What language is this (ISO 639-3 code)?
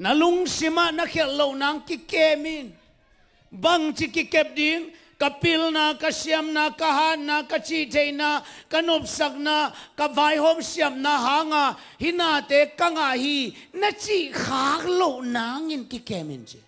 ctd